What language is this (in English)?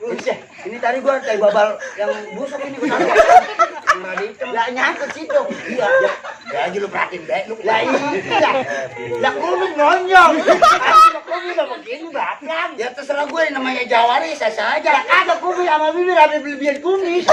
Betawi